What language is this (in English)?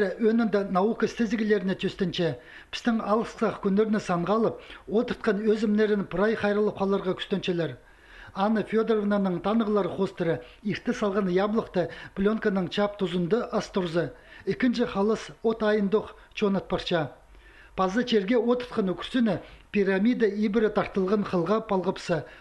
Khakas